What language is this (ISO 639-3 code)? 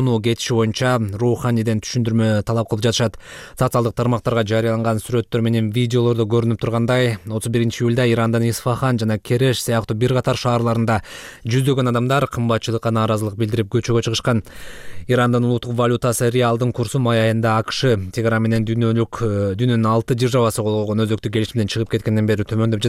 kir